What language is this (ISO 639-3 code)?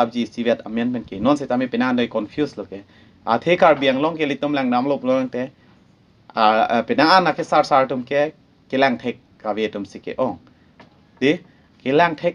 mjw